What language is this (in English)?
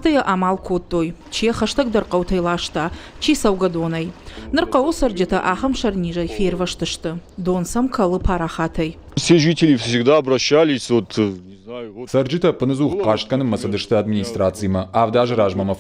Ossetic